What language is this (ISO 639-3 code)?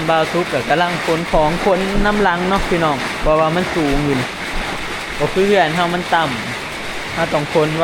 tts